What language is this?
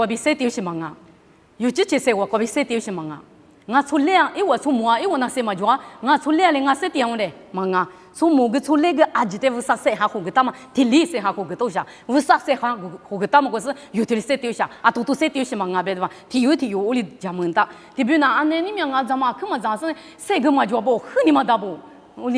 Lisu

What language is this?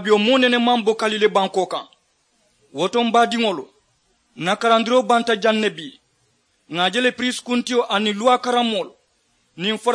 Mandingo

